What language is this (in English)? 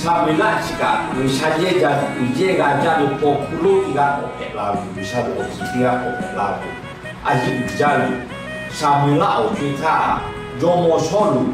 Lahu